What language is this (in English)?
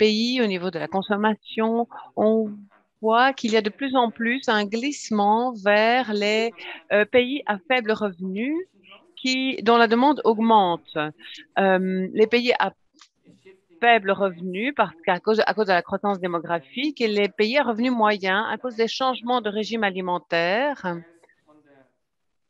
French